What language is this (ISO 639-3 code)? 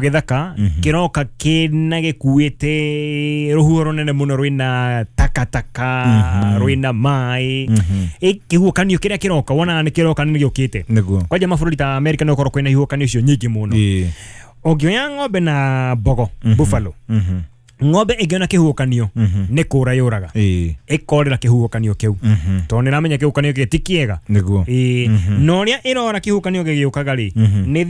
kik